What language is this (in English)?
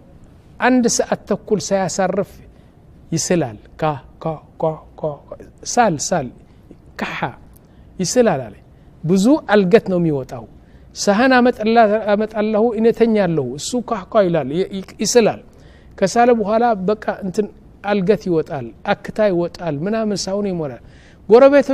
Amharic